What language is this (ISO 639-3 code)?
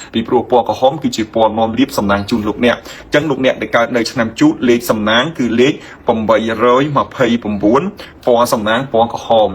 khm